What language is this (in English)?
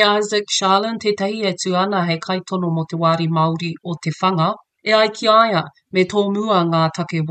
Māori